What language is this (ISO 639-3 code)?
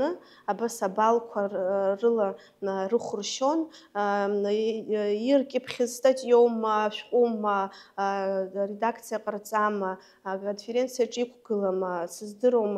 abk